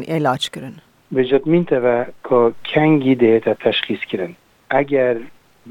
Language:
Kurdish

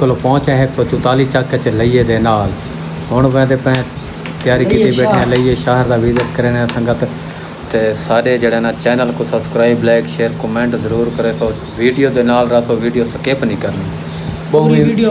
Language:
Saraiki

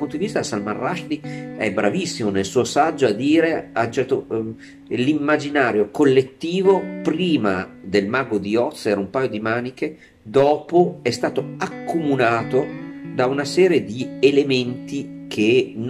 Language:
Italian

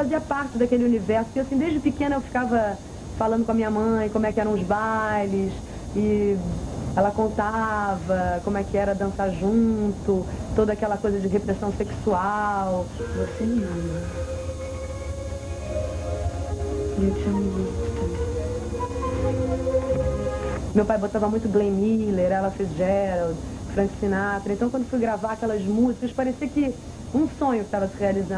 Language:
Portuguese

